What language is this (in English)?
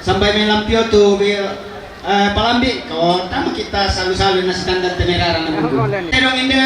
Toraja-Sa'dan